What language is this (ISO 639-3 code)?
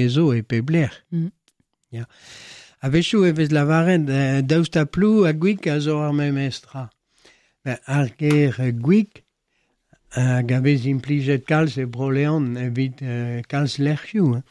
bre